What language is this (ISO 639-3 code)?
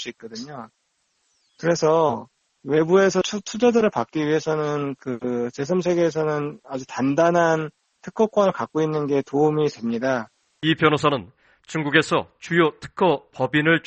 kor